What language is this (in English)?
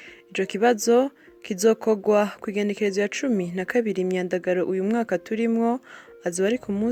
Rundi